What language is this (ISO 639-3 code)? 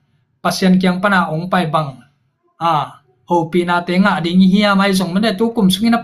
ctd